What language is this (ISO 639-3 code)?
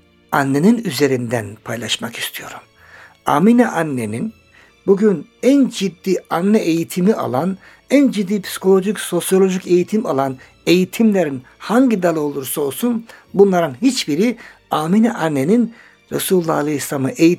tur